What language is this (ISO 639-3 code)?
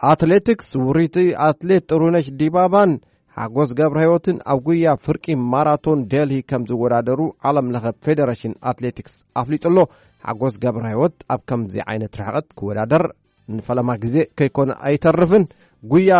tir